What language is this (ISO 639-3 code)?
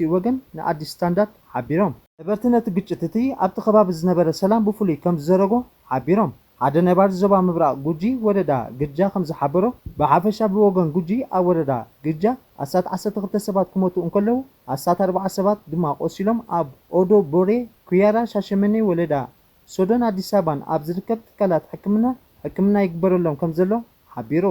tir